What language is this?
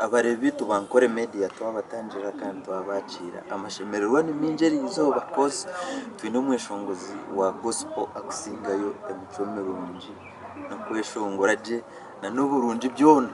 Nyankole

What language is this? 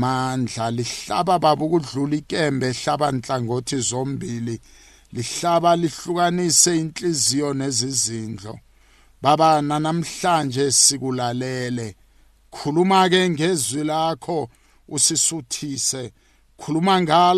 South Ndebele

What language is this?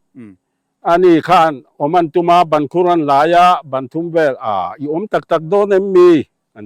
Mizo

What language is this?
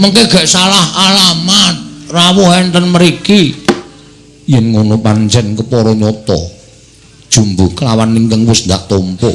Javanese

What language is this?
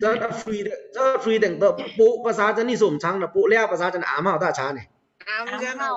Pa'o Karen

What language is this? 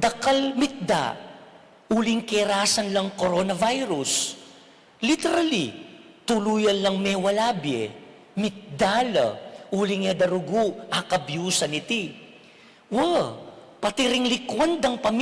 Pampanga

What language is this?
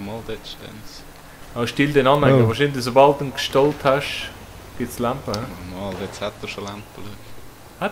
Swiss German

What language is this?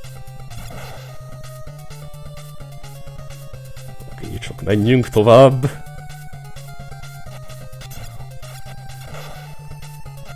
Hungarian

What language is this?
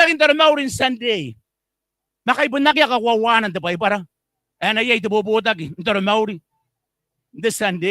Gilbertese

